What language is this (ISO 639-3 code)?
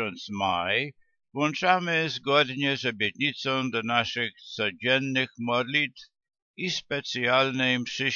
pol